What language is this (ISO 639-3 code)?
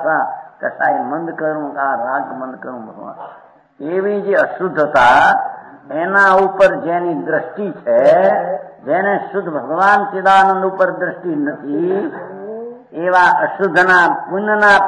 guj